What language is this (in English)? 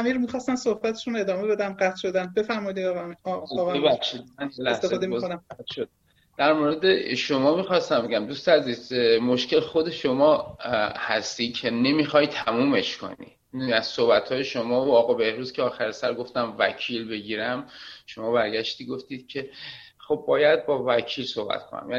Persian